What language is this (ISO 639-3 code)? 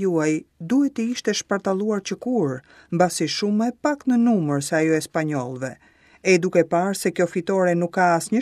sqi